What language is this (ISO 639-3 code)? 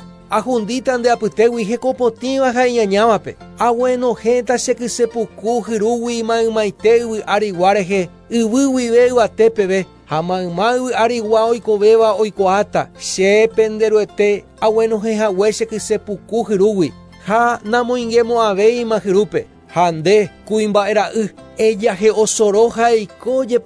grn